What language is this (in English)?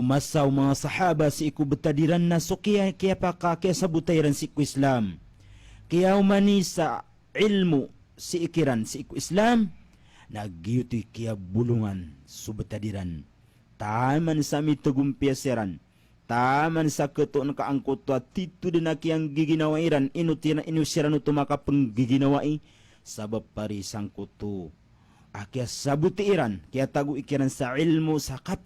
Maranao